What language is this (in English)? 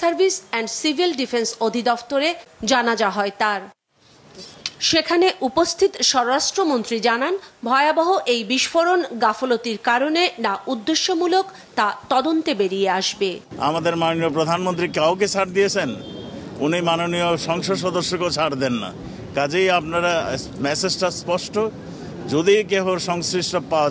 Bangla